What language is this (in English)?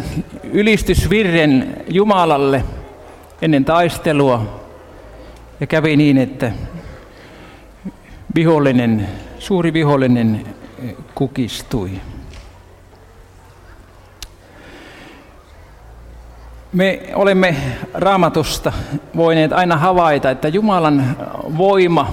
Finnish